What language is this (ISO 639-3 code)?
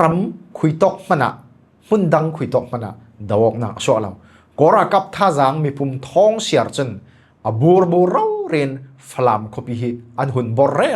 cfm